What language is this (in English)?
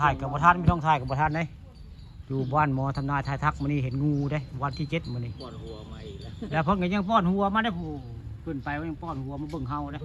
Northeastern Thai